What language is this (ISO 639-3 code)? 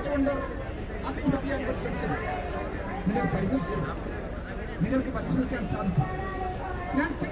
mal